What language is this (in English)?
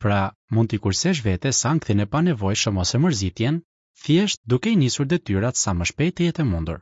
Albanian